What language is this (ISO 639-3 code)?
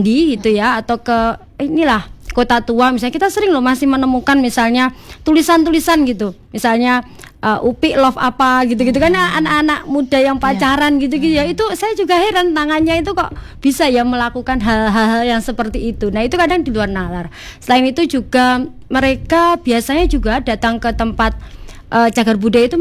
ind